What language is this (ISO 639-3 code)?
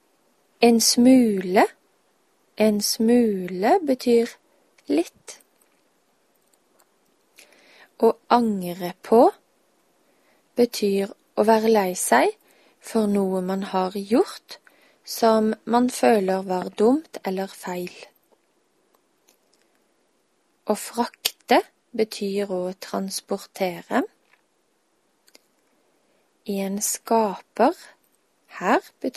nor